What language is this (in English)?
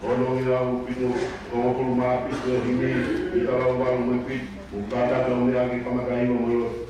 Tongan